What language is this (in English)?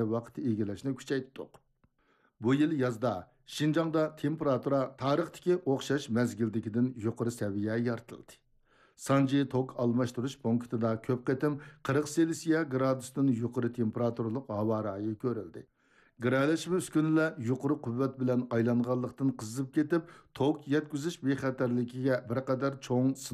Uyghur